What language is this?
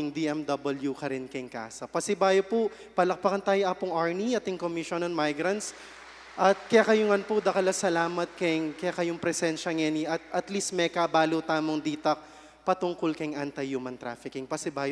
Pampanga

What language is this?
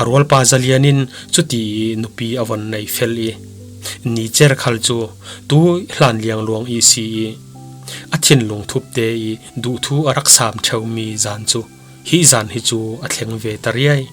Falam Chin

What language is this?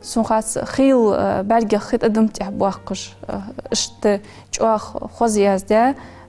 Ingush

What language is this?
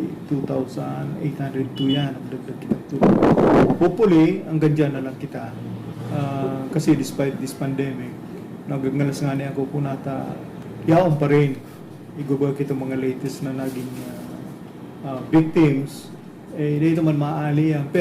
Bikol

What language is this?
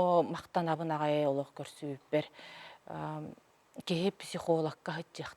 Yakut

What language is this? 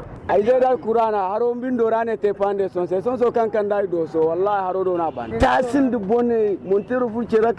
Zarma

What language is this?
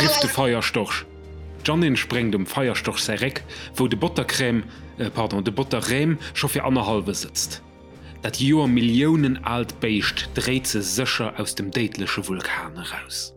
Luxembourgish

